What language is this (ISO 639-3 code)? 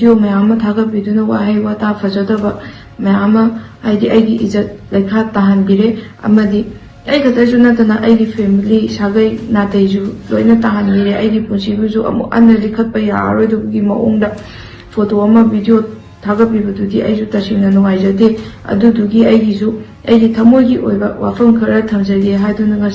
mni